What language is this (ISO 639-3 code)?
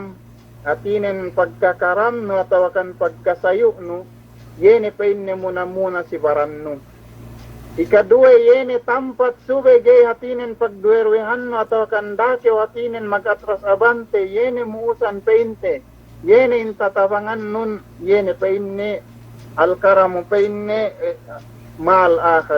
yka